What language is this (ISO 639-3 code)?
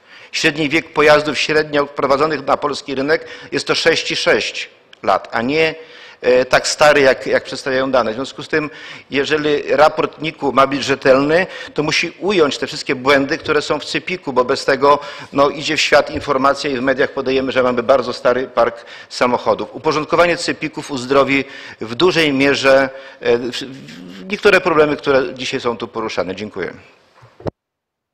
pol